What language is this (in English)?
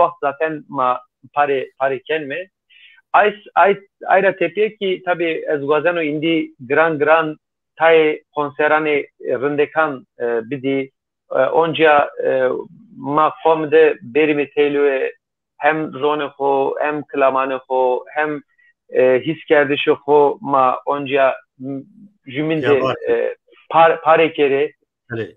Zaza